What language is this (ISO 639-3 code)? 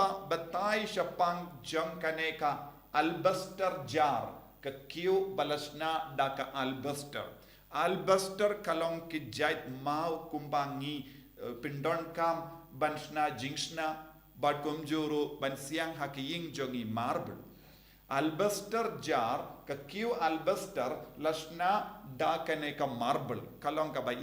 kha